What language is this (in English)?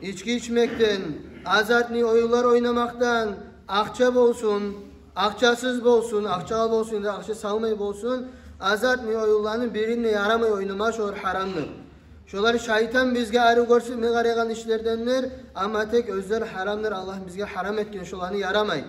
Kumyk